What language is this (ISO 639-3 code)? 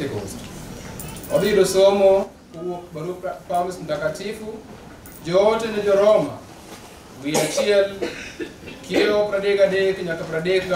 luo